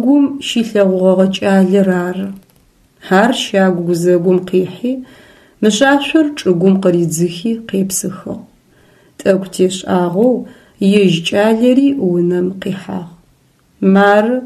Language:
Adyghe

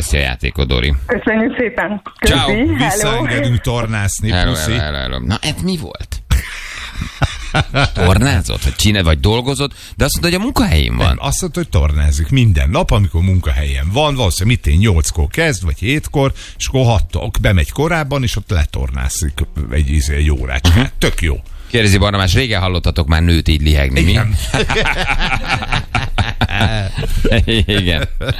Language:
Hungarian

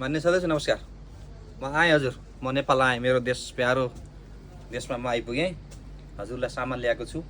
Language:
Nepali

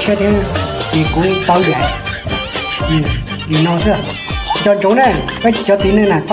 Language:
Hmong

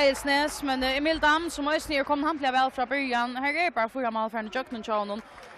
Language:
Faroese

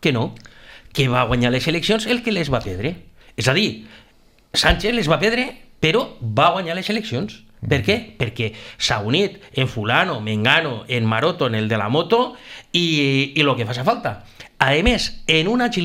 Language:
Catalan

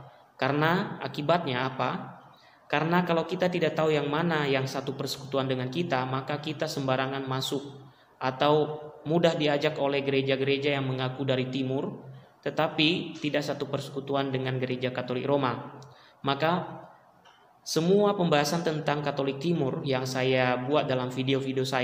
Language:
Indonesian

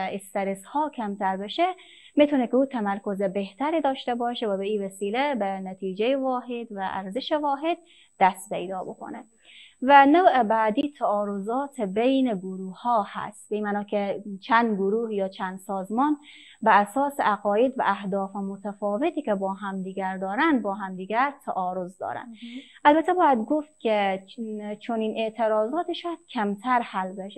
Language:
Persian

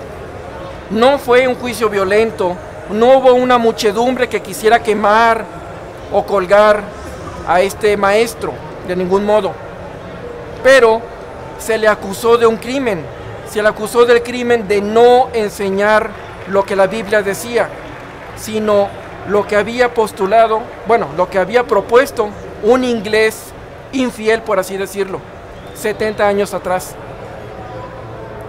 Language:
Spanish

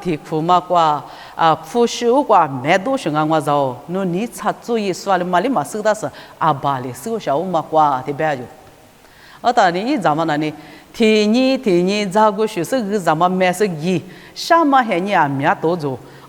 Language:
Lisu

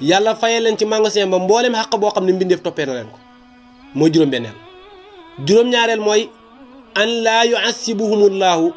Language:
Wolof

